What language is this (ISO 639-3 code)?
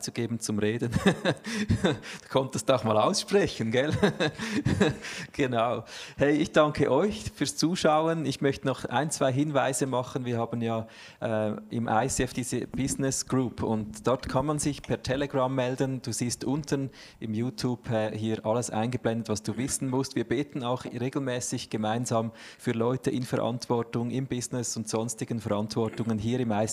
gsw